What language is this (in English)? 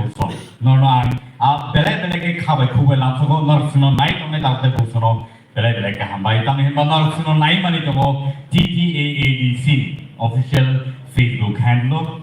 Kok Borok